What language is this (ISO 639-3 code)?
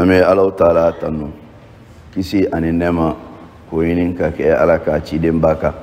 bam